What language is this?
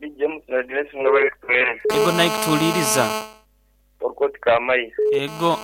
Nyoro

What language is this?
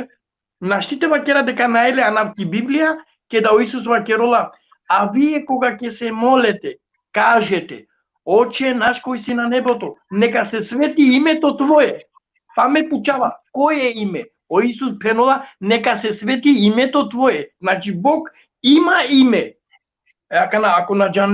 Balkan Romani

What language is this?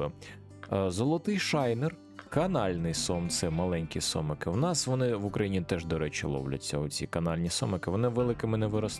Ukrainian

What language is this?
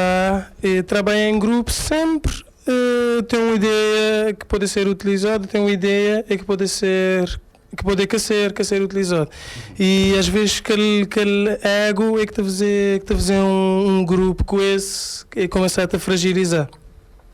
Kabuverdianu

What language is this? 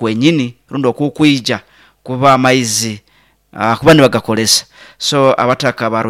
Nyoro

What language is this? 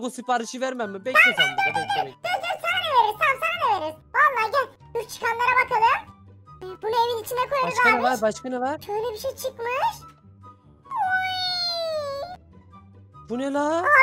Turkish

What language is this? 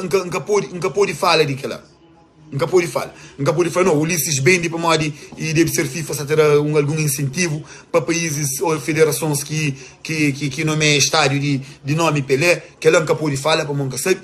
Kabuverdianu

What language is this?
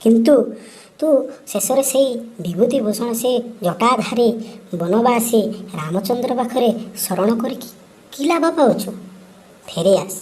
Odia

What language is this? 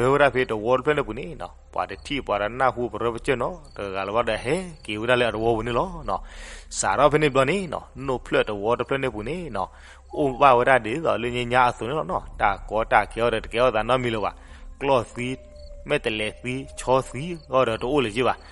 S'gaw Karen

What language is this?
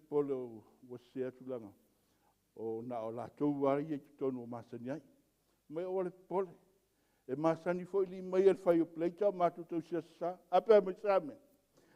Samoan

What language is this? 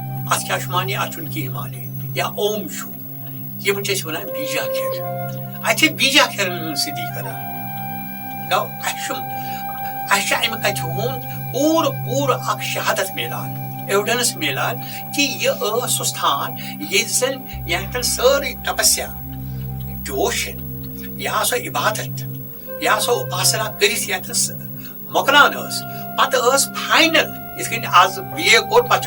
Kashmiri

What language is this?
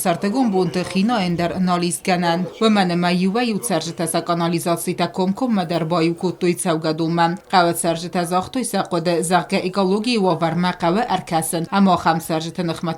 Ossetic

